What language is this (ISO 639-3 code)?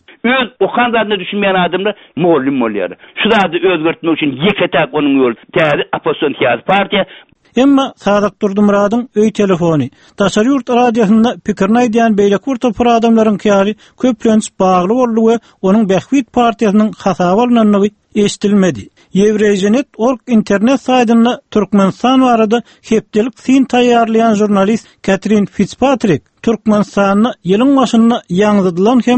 tuk